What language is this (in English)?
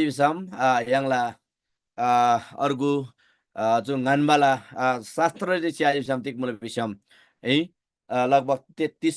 Eastern Tamang